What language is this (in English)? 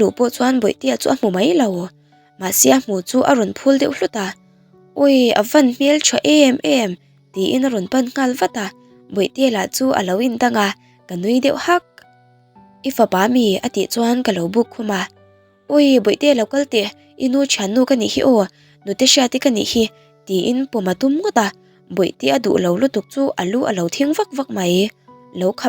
Mizo